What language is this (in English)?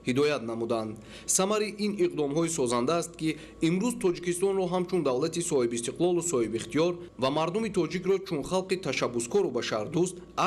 Tajik